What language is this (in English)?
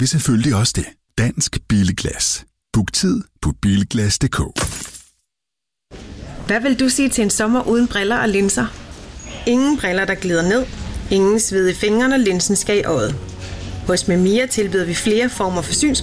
Danish